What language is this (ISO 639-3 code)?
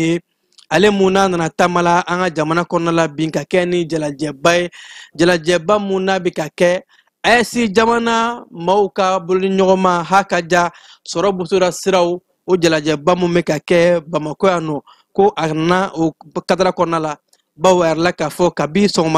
bam